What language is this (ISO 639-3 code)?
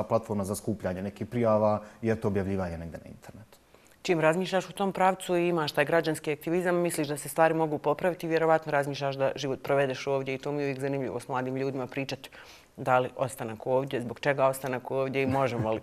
bos